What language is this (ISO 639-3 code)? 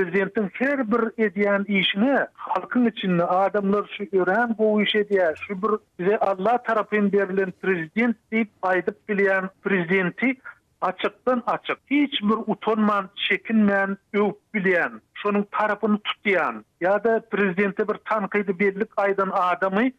tuk